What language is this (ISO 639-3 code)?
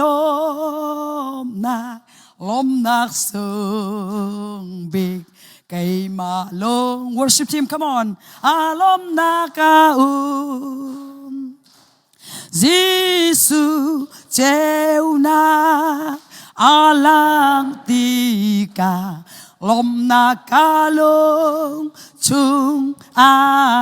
cnh